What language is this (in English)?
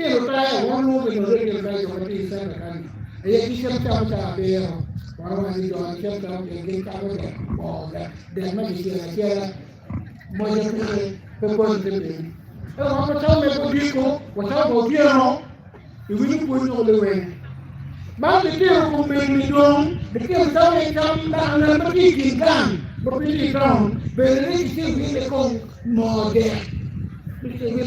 Acoli